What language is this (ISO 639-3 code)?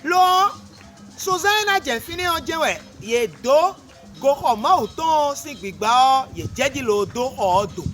fon